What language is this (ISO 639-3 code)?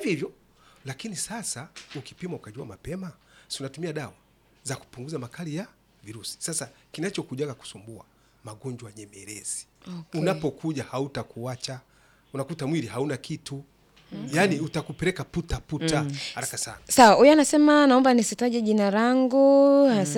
swa